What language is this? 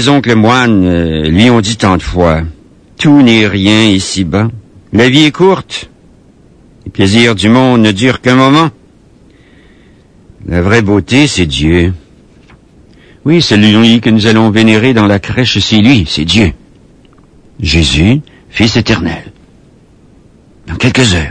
French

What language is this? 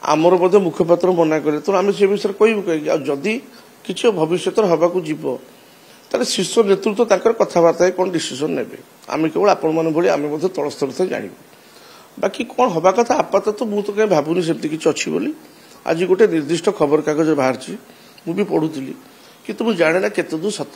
Odia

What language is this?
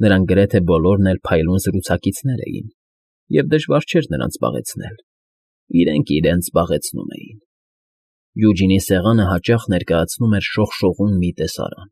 Armenian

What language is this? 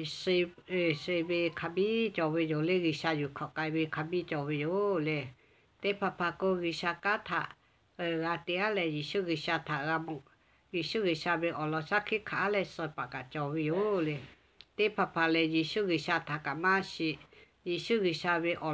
Lahu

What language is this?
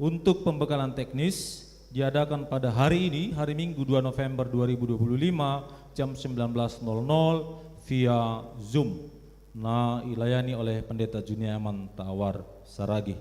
Batak Simalungun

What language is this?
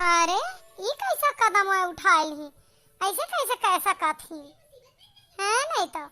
Awadhi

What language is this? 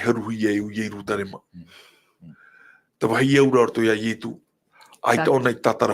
Tahitian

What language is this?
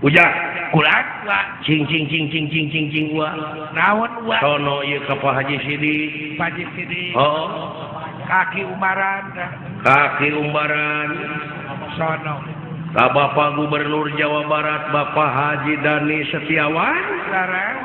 Sundanese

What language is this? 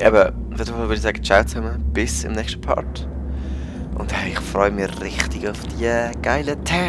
Swiss German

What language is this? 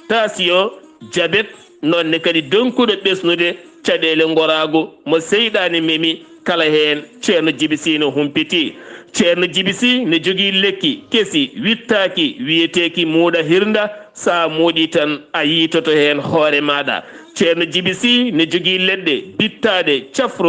Fula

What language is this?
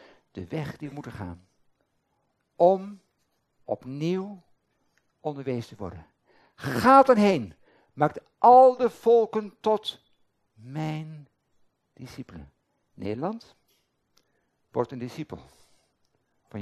Dutch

